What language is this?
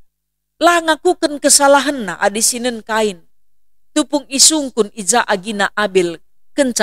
Batak Karo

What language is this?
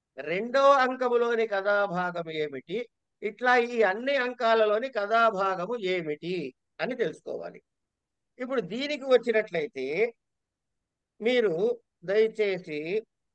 Telugu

